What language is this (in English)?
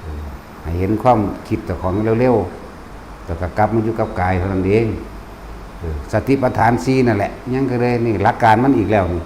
Northeastern Thai